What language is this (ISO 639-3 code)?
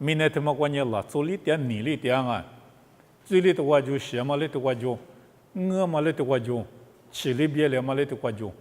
lis